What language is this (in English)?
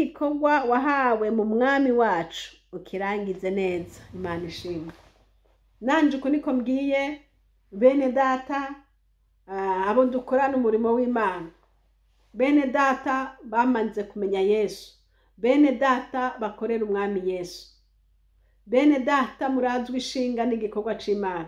Rundi